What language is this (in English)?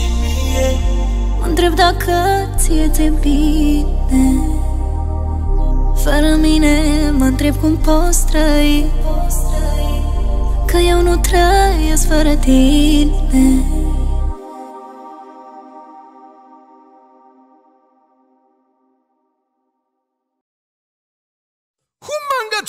Romanian